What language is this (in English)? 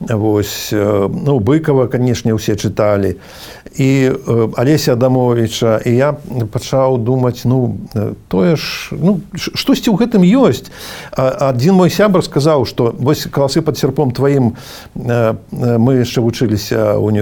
Belarusian